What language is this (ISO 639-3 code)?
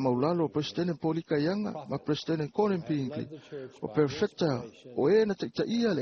smo